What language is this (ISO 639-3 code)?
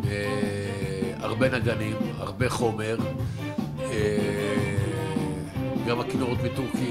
heb